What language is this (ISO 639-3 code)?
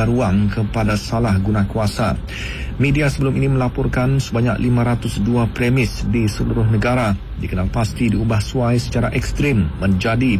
msa